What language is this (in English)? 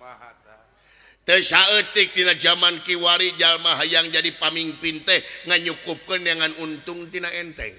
Sundanese